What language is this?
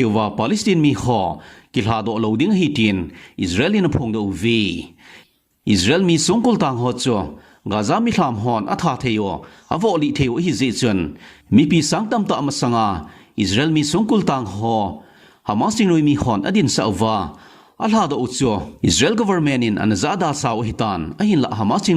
Thado Chin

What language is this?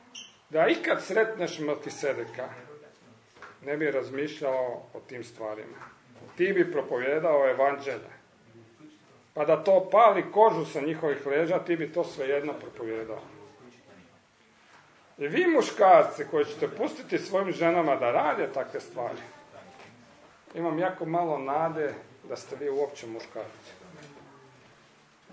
Croatian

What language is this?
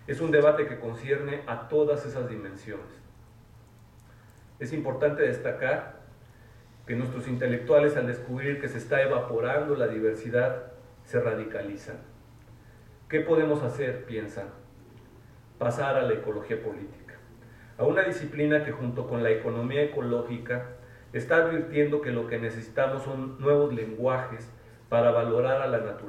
Spanish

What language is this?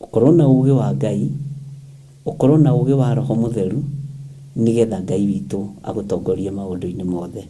Kikuyu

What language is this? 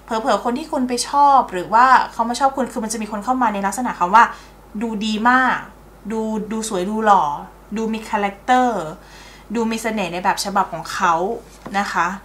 Thai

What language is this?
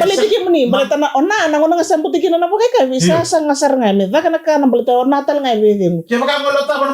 Fijian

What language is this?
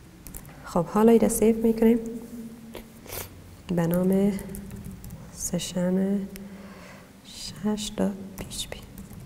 Persian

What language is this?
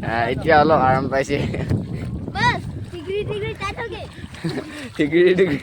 Naga Pidgin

